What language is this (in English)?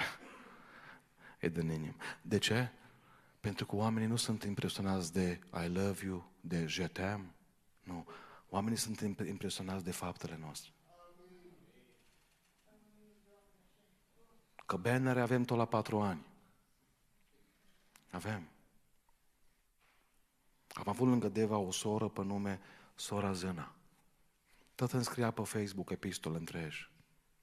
Romanian